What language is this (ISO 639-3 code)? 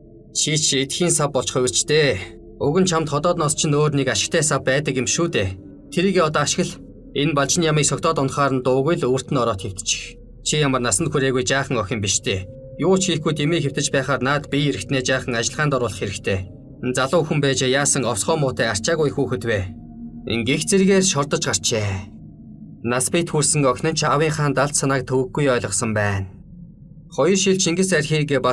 mon